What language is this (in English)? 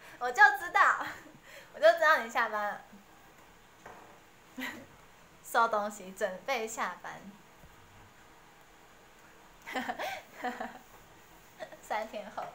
Chinese